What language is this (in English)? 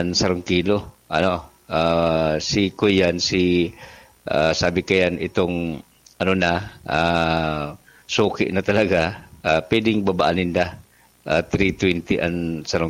Bikol